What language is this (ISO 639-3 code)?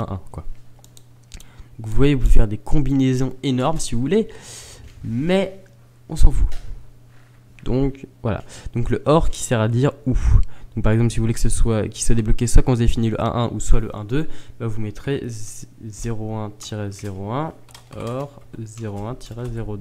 fra